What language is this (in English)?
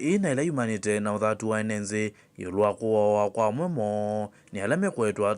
Kamba